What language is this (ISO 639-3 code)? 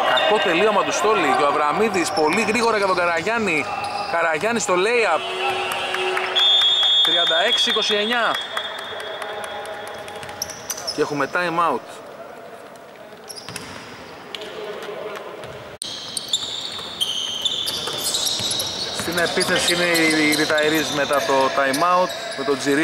ell